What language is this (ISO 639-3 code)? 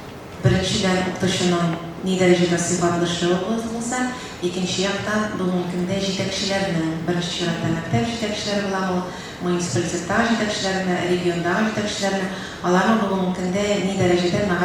tat